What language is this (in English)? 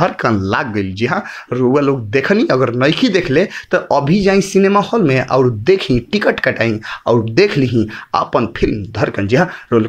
Bhojpuri